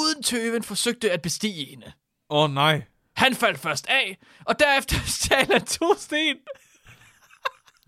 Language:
Danish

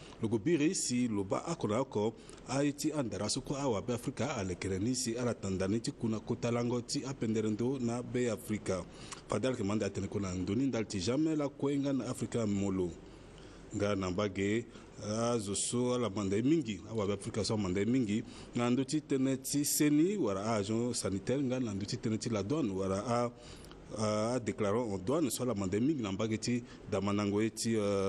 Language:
Sango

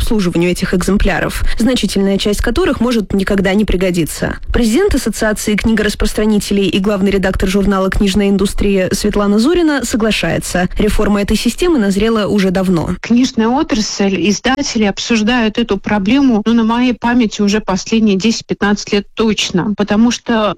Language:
Russian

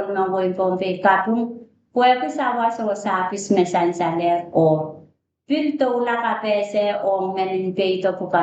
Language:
Pohnpeian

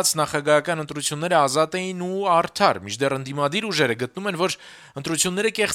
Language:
Armenian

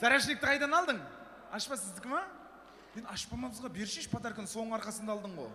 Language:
Kara-Kalpak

